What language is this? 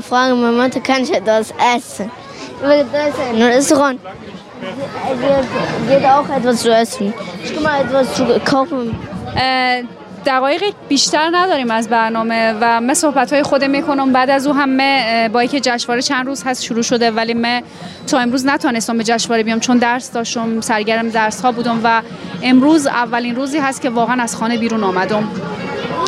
Persian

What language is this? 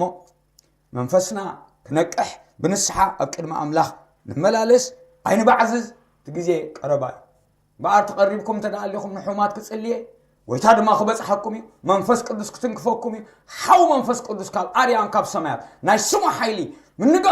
Tigrinya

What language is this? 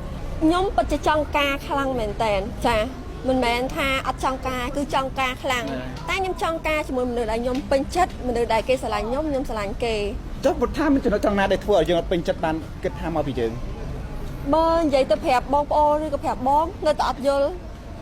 Khmer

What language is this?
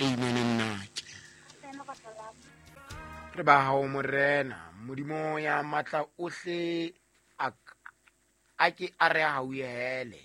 Southern Sotho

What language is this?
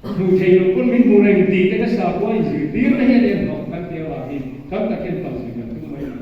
Mizo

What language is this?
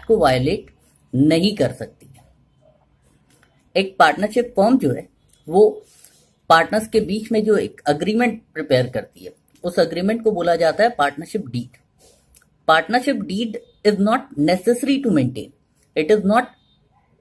Hindi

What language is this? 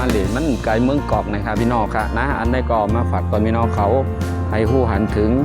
Shan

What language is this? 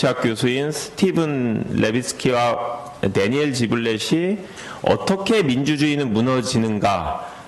Korean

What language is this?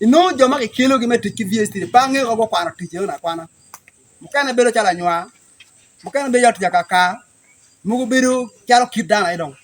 Acoli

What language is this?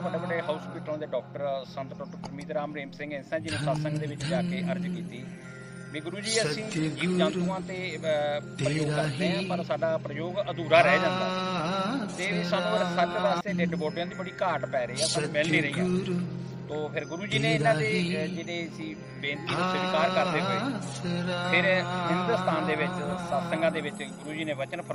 Punjabi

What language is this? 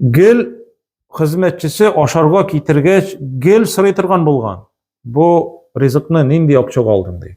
Tatar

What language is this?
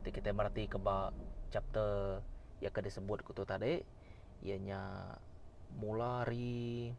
Iban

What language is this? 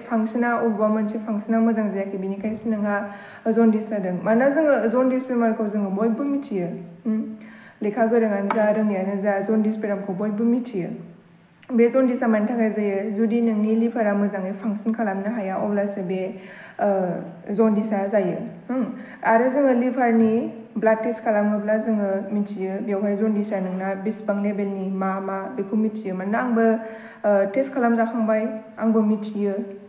Bodo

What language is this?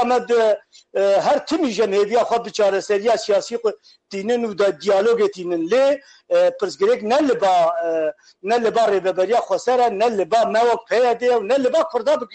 Kurdish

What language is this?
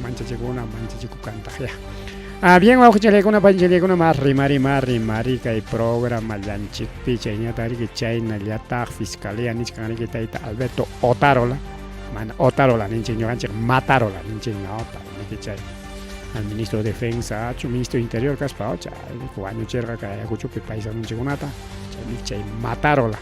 Ayacucho Quechua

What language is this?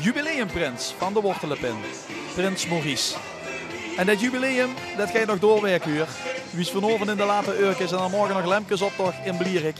Limburgish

